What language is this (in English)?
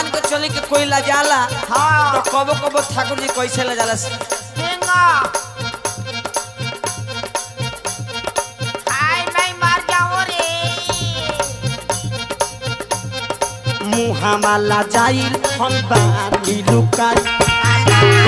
Bhojpuri